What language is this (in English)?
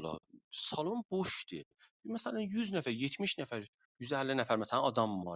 South Azerbaijani